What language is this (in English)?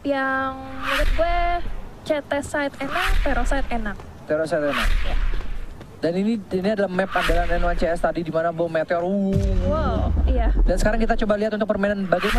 Indonesian